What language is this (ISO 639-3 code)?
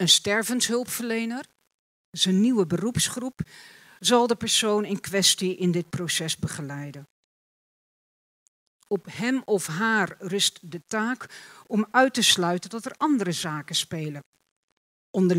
nld